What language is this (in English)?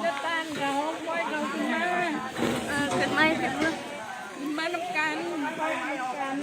Lao